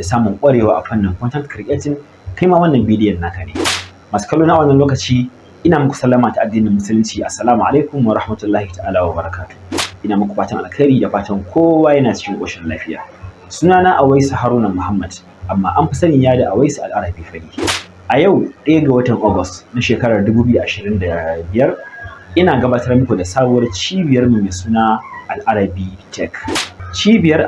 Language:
Hausa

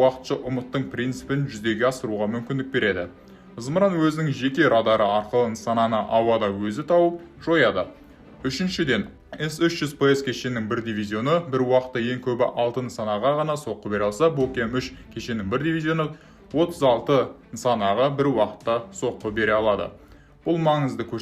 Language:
Kazakh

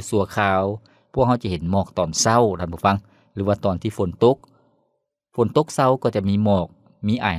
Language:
Lao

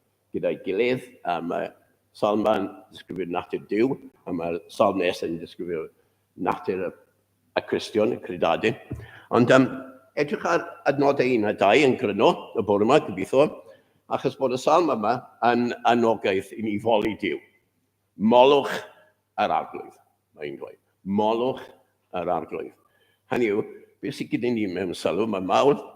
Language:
Welsh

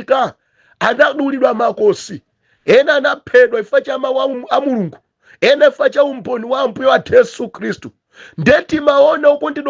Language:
Nyanja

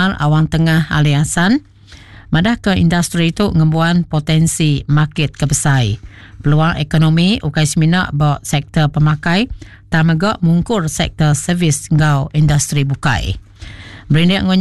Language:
Iban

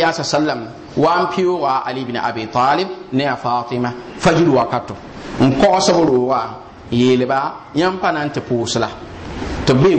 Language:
Mossi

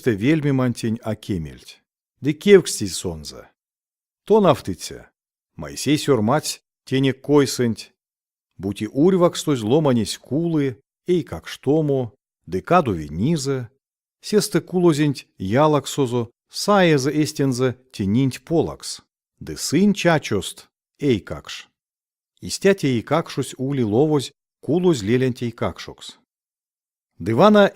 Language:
Erzya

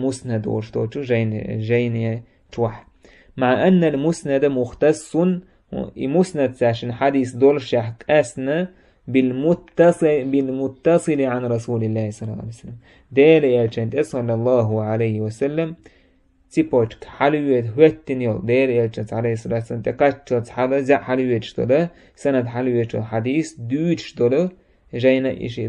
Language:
Chechen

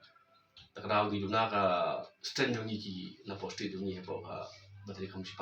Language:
Khasi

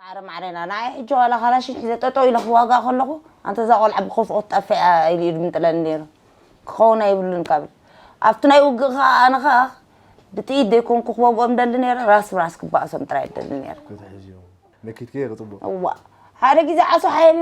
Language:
Tigrinya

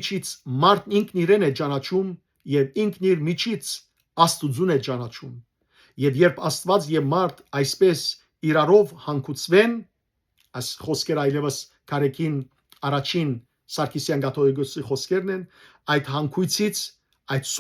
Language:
Western Armenian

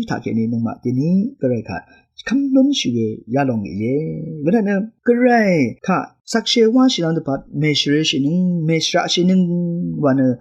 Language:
Rawang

